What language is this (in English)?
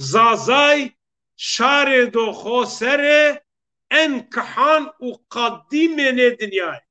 Zaza